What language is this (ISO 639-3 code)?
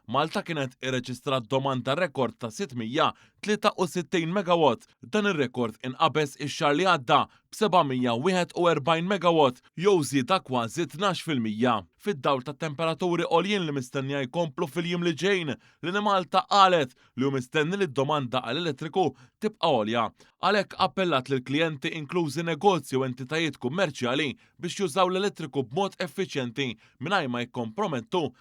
mlt